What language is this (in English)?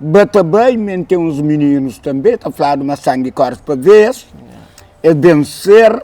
Kabuverdianu